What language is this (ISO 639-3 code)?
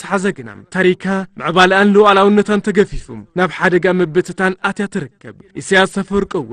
tir